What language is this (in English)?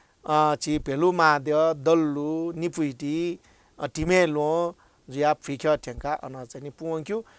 Newari